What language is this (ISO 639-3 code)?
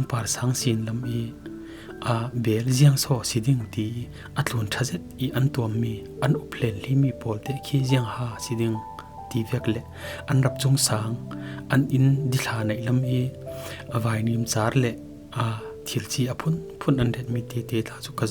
cfm